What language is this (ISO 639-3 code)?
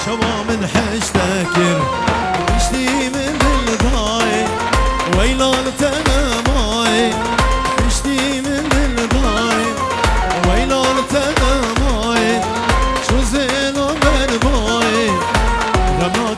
kur